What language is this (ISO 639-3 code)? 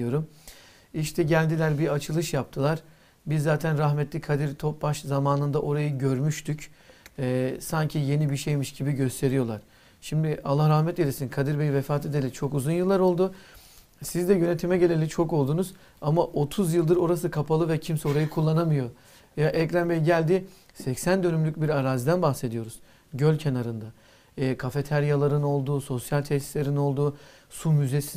tur